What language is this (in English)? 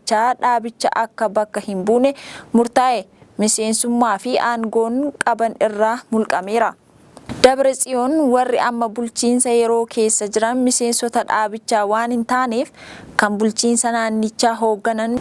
Oromo